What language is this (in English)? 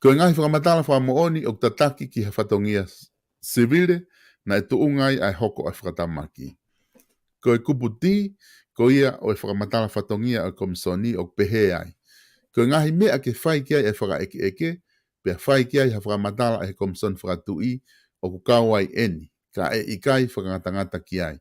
Tongan